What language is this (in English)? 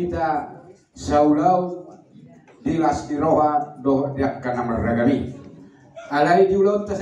Batak Toba